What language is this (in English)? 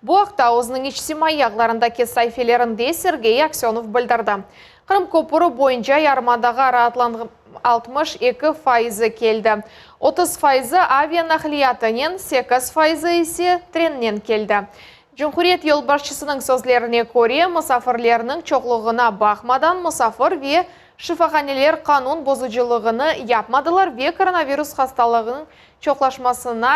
Crimean Tatar